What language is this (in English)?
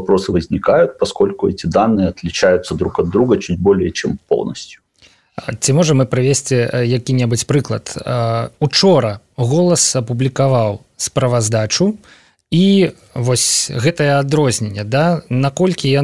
Belarusian